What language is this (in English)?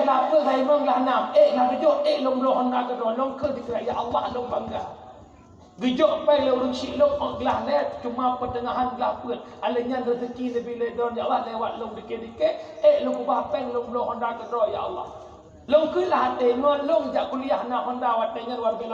Achinese